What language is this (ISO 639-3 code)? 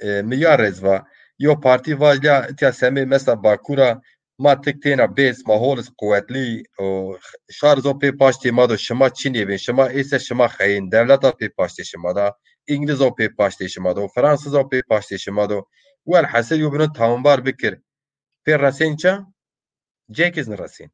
zza